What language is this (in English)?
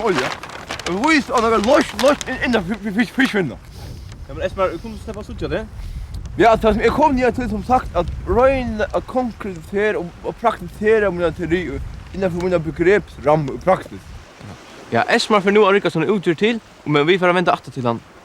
Faroese